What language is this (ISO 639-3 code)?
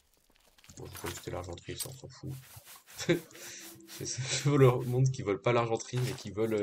fra